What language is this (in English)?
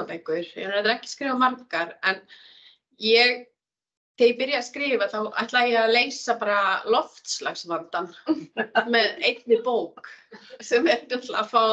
Icelandic